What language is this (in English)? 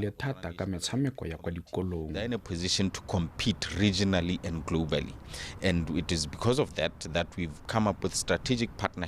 Tswana